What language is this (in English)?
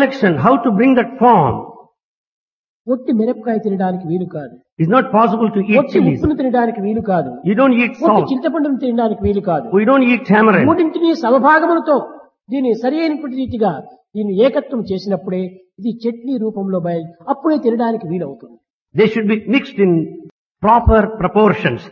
Telugu